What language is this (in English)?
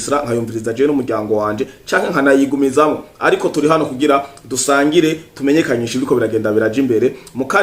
Rundi